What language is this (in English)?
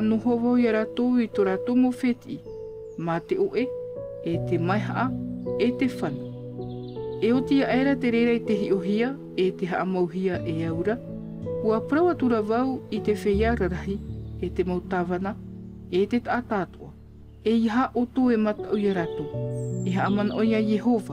Tahitian